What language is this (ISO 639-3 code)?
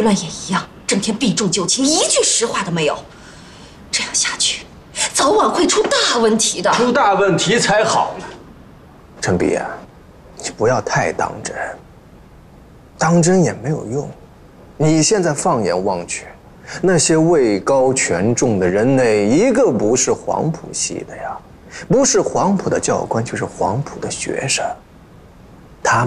zho